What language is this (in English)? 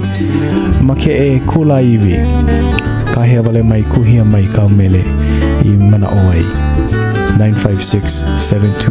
Hawaiian